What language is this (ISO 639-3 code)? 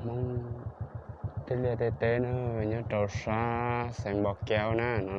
hmn